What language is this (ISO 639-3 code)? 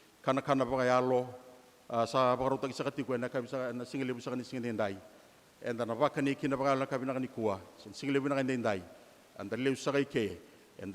fij